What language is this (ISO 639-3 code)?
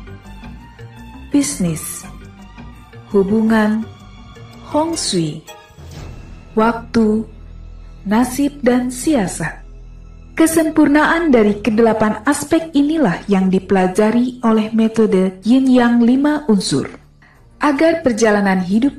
ind